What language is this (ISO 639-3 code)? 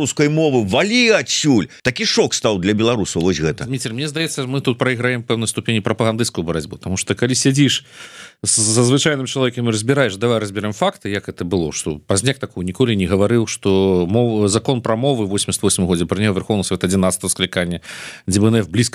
bel